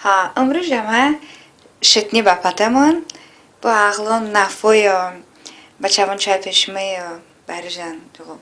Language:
Talysh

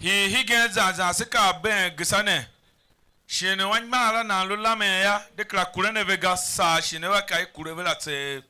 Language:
Tiv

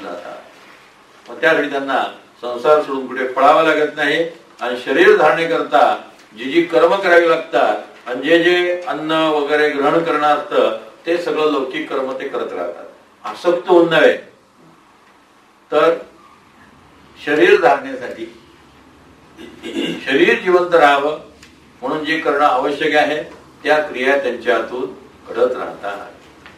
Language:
Marathi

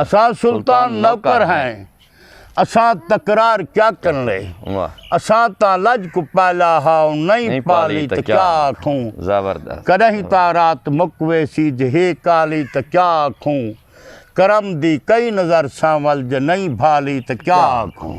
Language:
Saraiki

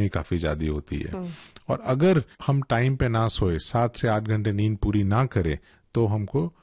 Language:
Hindi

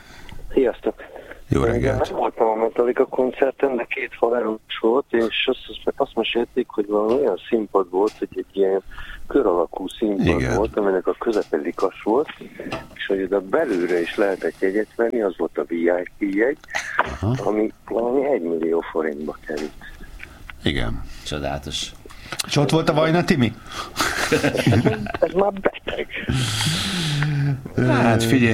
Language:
Hungarian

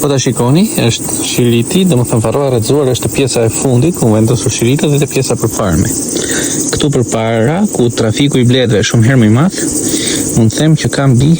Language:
Albanian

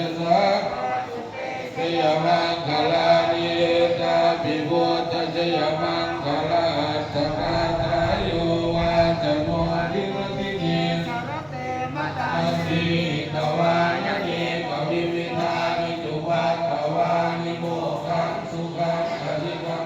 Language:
Pali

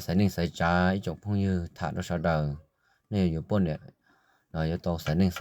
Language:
Hmong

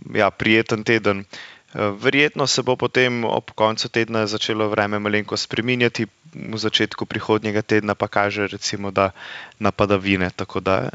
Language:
Slovenian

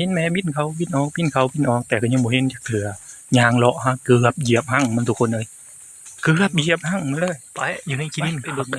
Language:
Northeastern Thai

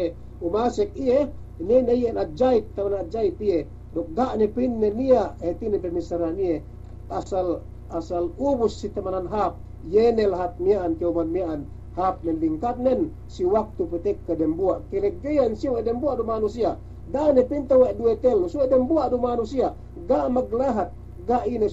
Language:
Yakan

